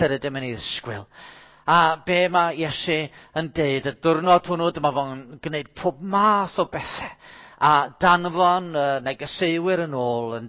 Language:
Welsh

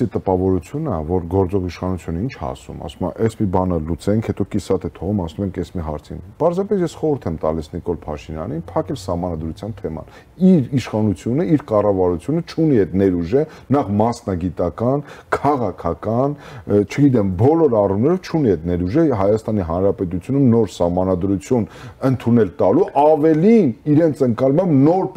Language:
Armenian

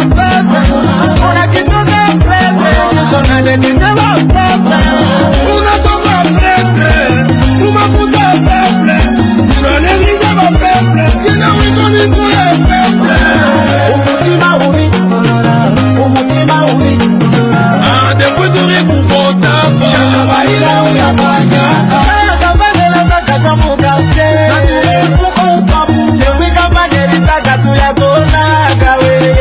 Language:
Swahili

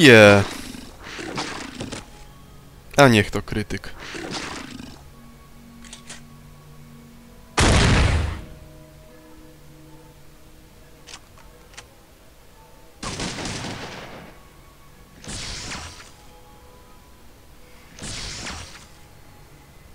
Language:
Polish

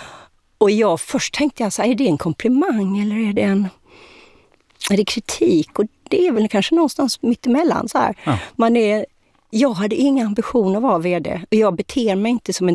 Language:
Swedish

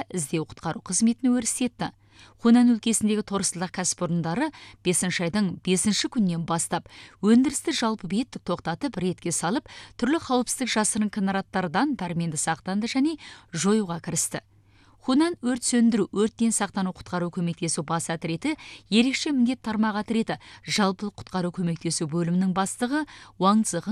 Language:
Kazakh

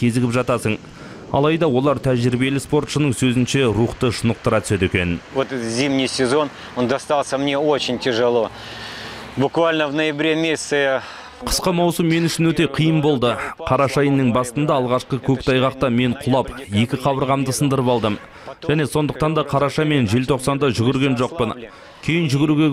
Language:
Kazakh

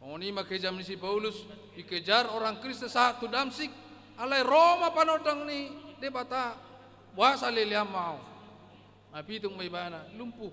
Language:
Batak Toba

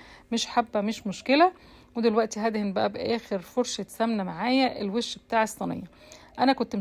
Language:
Egyptian Arabic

